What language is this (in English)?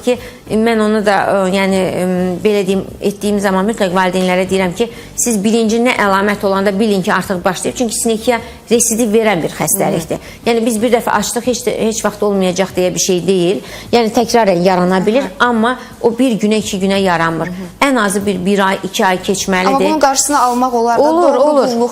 Azerbaijani